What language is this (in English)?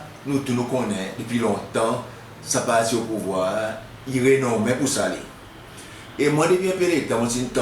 Seselwa Creole French